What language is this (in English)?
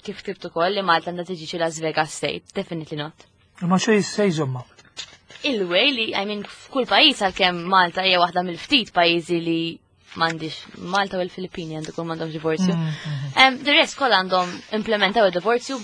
Maltese